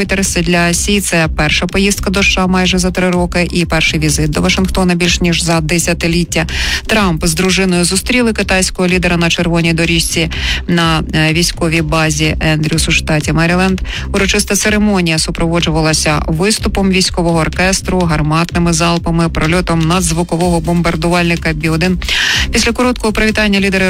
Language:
Ukrainian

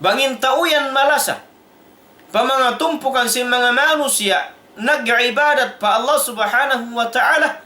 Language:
Tausug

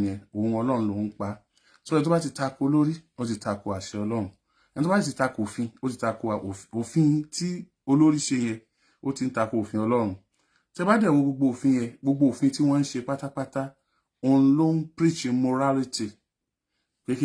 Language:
Yoruba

